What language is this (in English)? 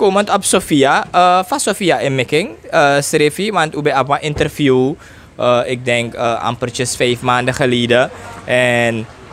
Sranan Tongo